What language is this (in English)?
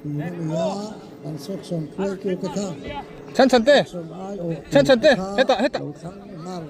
Mizo